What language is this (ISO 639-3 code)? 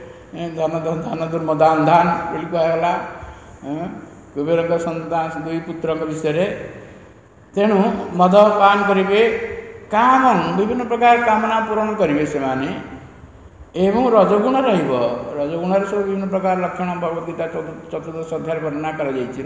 ori